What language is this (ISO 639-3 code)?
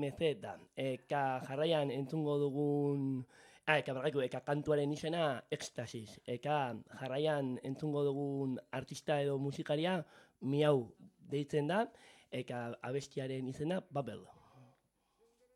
eus